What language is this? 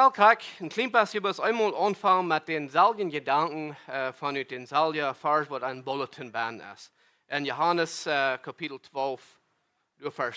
Plautdietsch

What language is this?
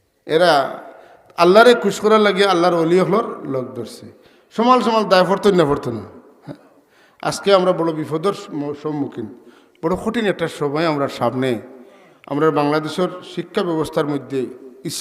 Sylheti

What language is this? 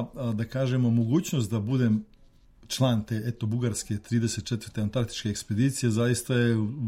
Serbian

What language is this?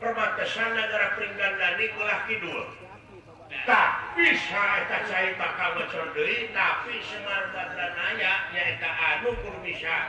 Sundanese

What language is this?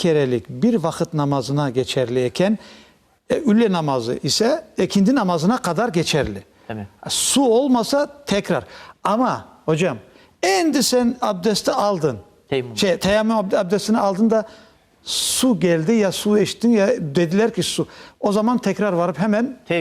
Crimean Tatar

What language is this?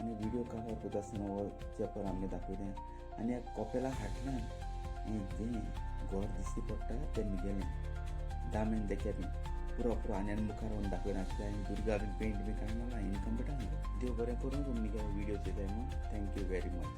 Konkani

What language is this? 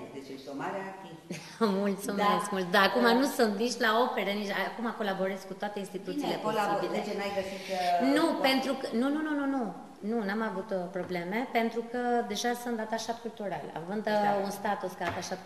Romanian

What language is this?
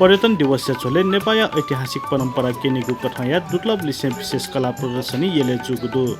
Newari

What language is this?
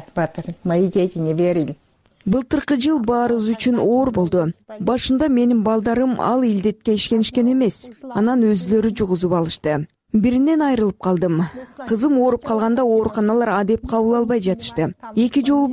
Kyrgyz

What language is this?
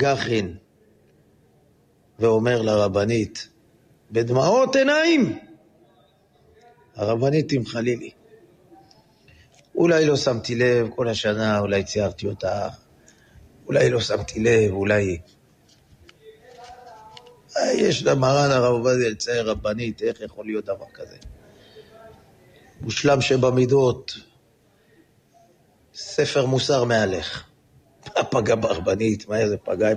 Hebrew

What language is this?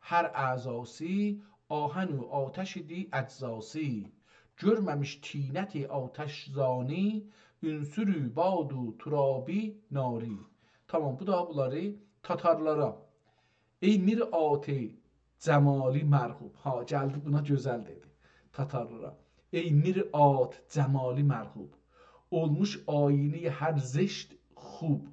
South Azerbaijani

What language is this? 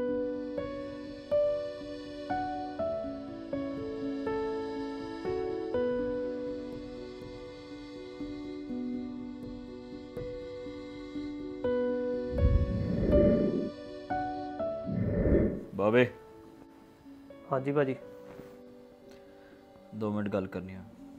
Punjabi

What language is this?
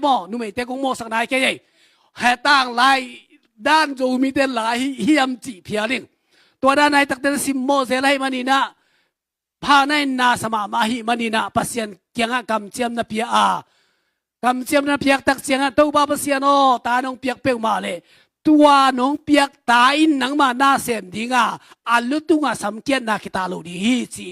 Tedim Chin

